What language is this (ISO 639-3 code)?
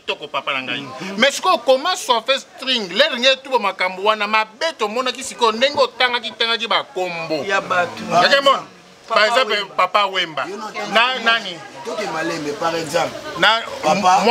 lin